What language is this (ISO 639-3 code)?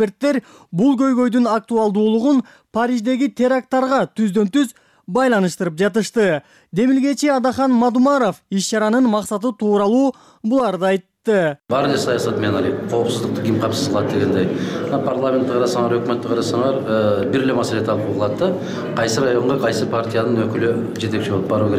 kir